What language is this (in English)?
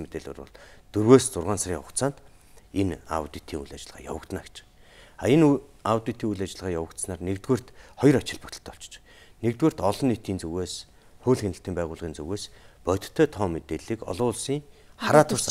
Mongolian